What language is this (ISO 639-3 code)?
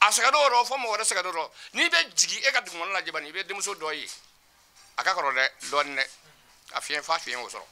bam